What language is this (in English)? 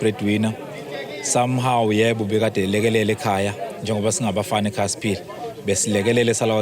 Zulu